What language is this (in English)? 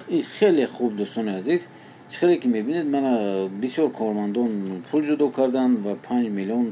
Tajik